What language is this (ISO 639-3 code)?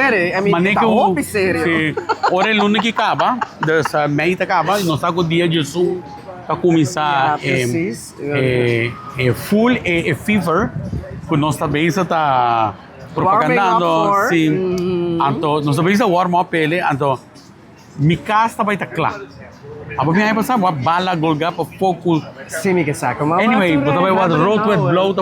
pap